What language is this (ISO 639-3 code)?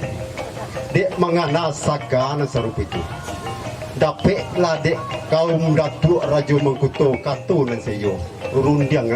min